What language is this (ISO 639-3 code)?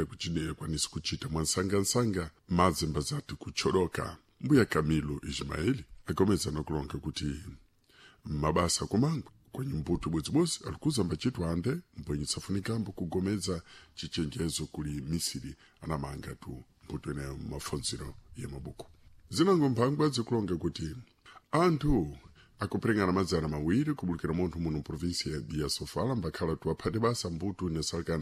seh